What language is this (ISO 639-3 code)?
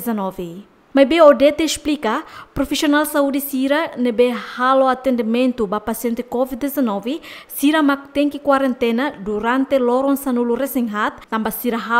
tet